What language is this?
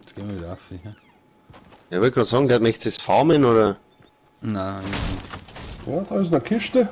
Bavarian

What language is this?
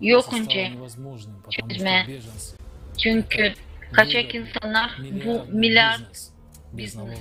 Gagauz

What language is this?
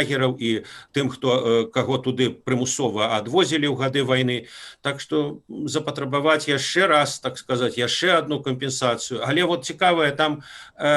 Belarusian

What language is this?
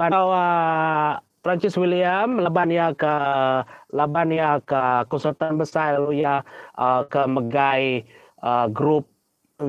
Iban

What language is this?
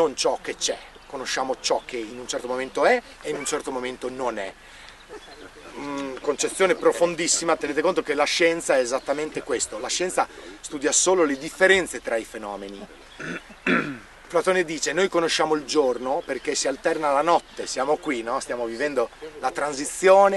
Italian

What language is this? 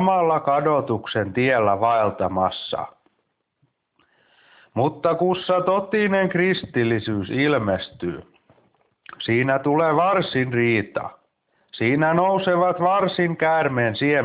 Finnish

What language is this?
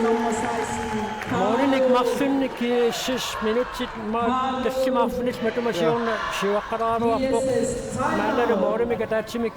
Kalaallisut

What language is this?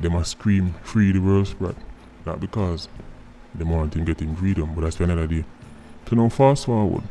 Jamaican Creole English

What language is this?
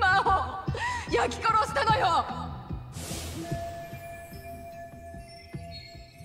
Japanese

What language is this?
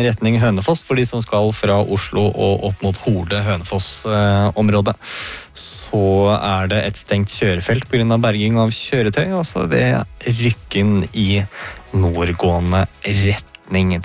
Norwegian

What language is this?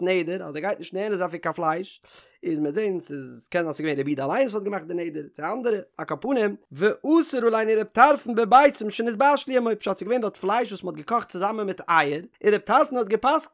Yiddish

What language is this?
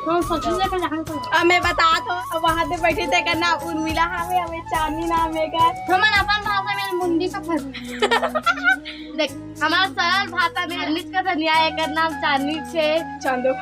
Chhattisgarhi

